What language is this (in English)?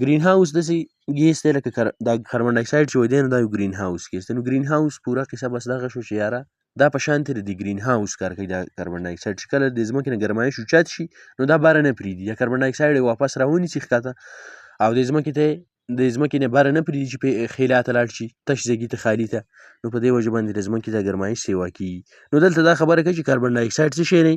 Pashto